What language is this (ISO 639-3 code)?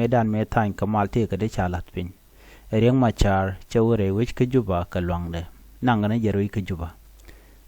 nus